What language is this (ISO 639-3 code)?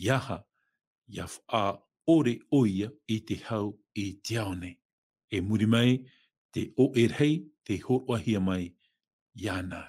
tah